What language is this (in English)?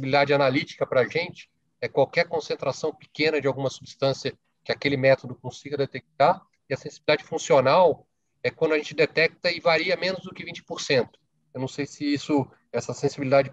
Portuguese